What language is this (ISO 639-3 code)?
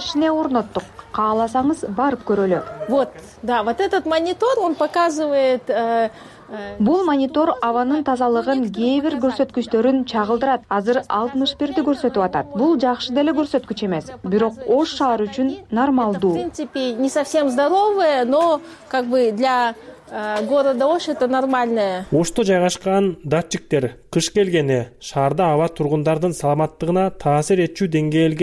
kir